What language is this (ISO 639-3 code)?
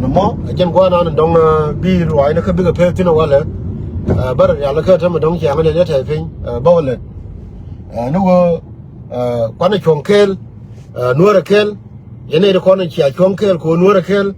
nus